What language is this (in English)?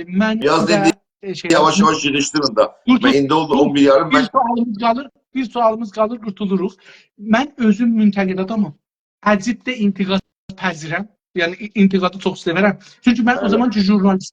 South Azerbaijani